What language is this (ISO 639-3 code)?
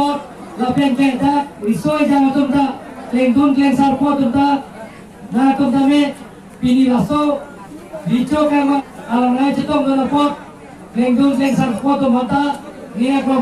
mjw